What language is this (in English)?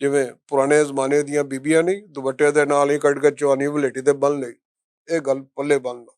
Western Panjabi